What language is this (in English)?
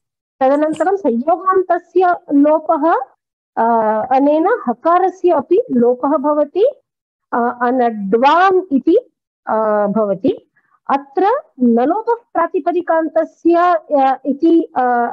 Sanskrit